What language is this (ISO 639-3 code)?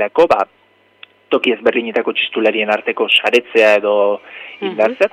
eus